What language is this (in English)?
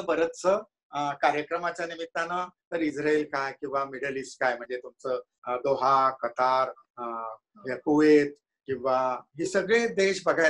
Marathi